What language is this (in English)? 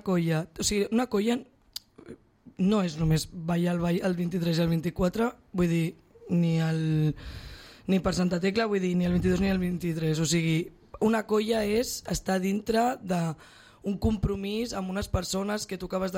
Catalan